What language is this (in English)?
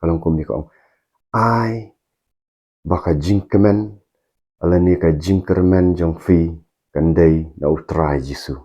Khasi